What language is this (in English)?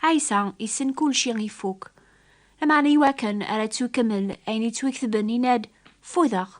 Kabyle